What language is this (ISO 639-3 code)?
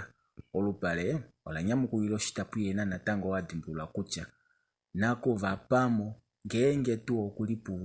kua